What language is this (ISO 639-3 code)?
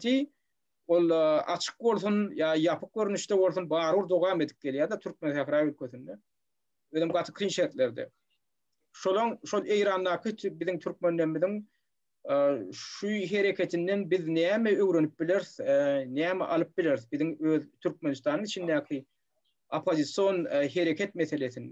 tuk